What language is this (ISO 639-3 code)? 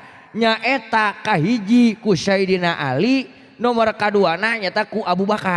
sun